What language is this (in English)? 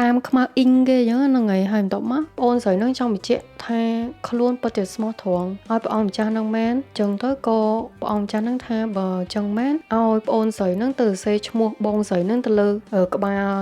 Khmer